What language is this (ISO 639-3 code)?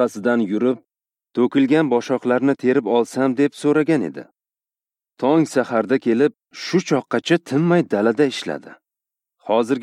uzb